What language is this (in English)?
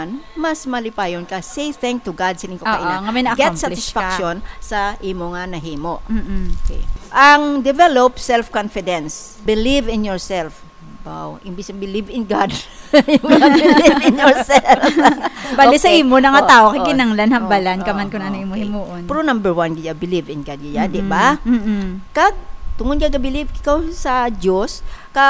Hiligaynon